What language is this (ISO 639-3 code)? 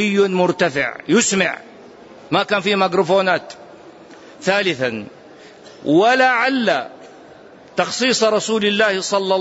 ara